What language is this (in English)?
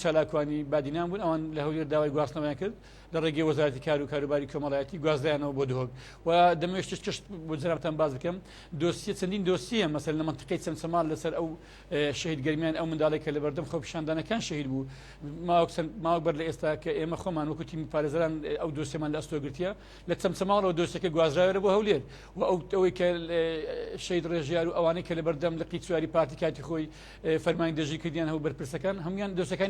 Central Kurdish